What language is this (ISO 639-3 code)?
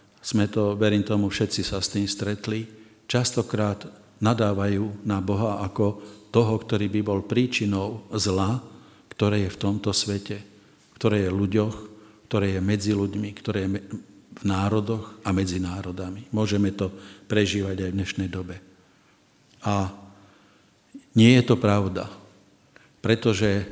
slk